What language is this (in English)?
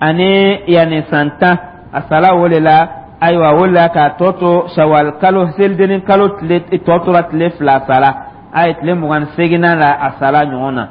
Dyula